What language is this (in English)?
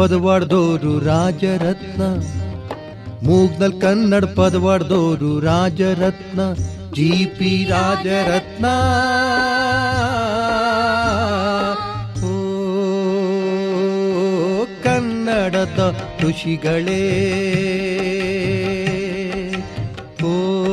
Kannada